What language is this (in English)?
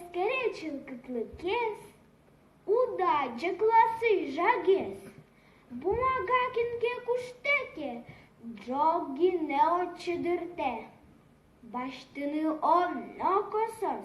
Udmurt